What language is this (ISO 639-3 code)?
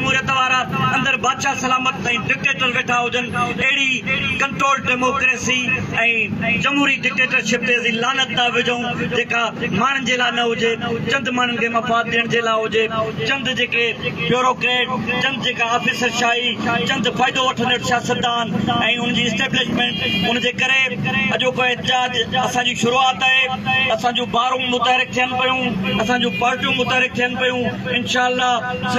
snd